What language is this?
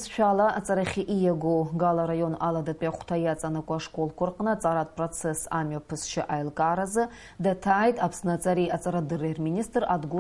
Abkhazian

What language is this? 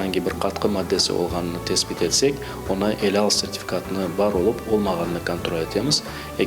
Crimean Tatar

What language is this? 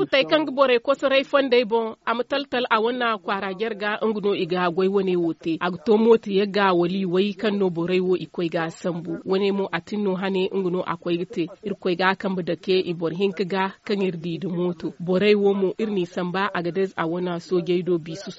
Zarma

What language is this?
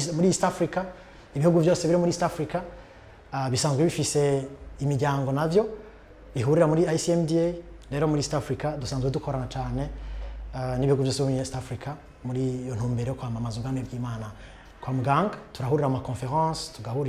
Rundi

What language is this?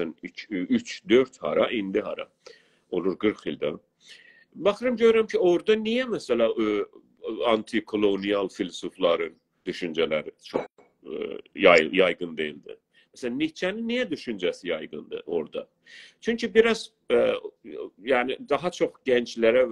South Azerbaijani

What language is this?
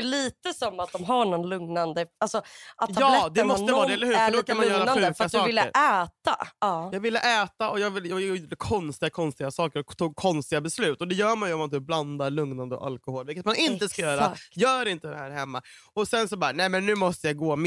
Swedish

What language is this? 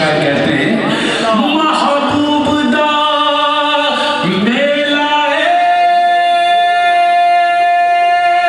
Urdu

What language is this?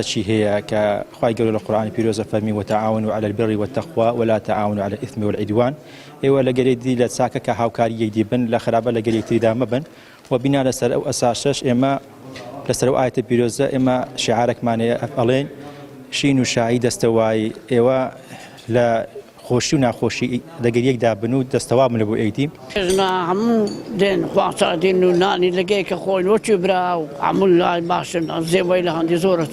Central Kurdish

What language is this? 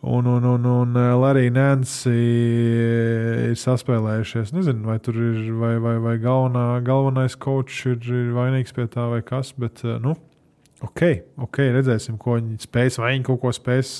Latvian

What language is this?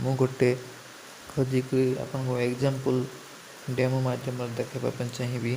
Odia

